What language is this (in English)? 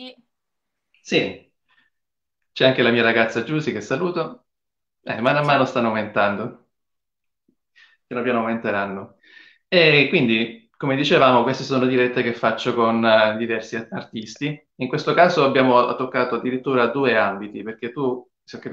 Italian